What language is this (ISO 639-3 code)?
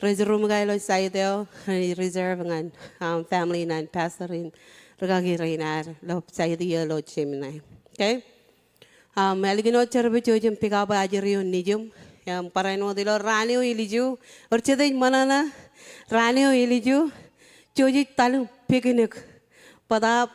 mah